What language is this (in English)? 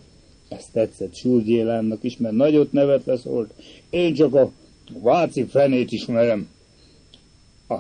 Hungarian